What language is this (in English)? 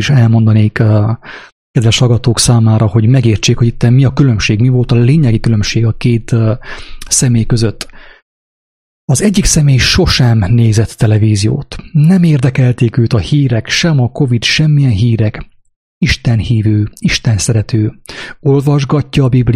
Hungarian